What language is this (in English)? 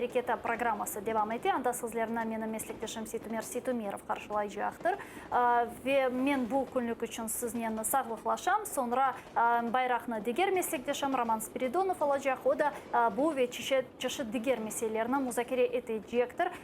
Crimean Tatar